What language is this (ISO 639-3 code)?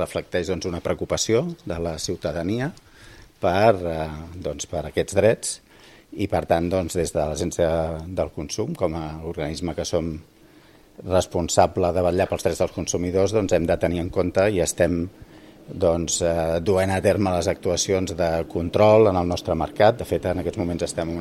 cat